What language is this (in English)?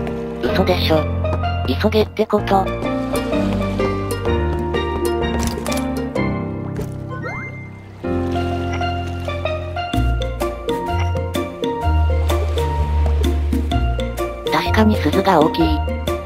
Japanese